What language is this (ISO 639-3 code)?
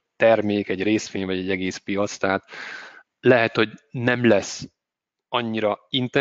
hun